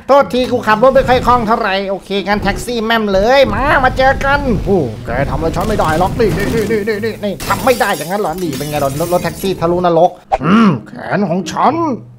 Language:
Thai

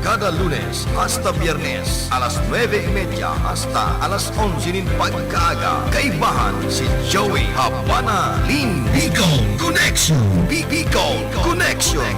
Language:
Bikol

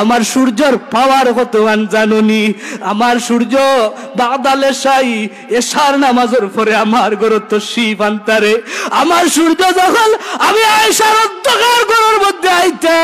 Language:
Sylheti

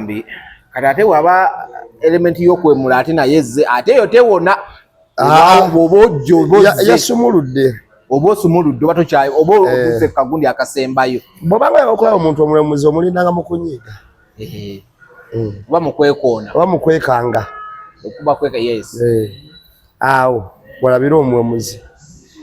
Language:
Ganda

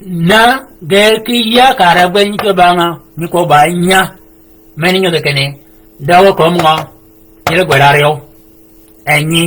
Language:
Shilluk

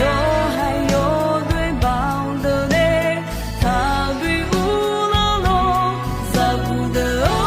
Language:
Akha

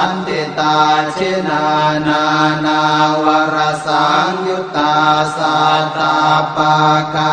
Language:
Pali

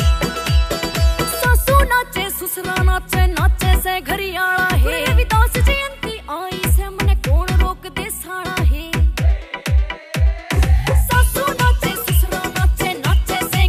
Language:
Haryanvi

